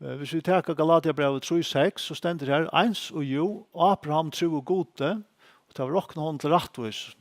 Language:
Faroese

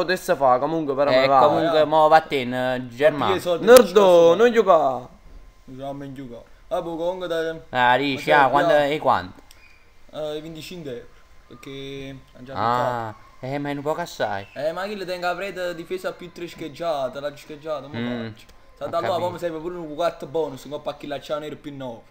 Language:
Neapolitan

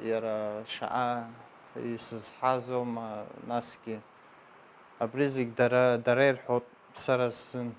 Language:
Abkhazian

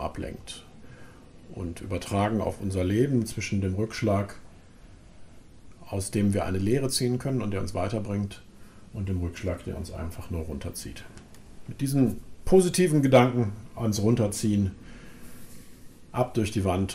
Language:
German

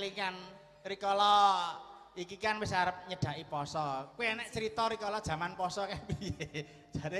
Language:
Javanese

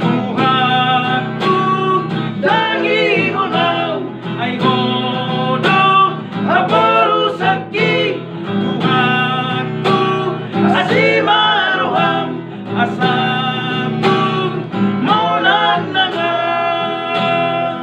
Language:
Batak Toba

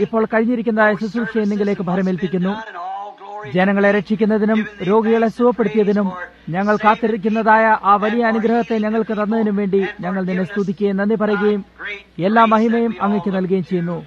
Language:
Malayalam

